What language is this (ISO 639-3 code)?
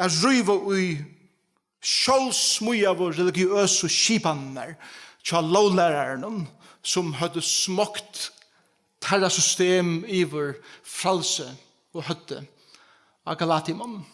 fao